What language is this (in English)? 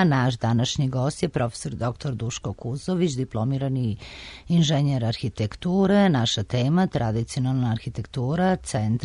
Serbian